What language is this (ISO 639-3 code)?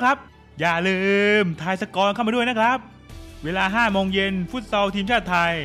tha